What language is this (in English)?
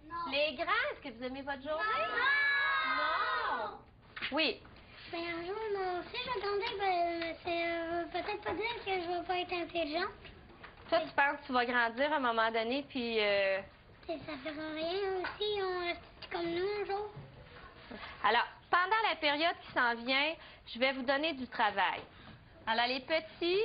French